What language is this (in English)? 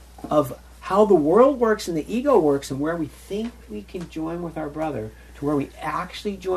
English